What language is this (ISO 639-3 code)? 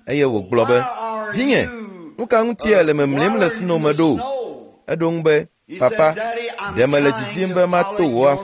ewe